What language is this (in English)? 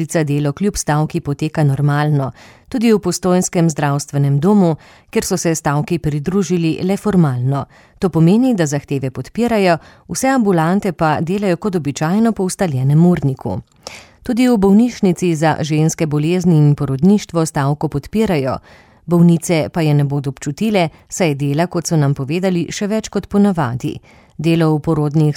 Slovenian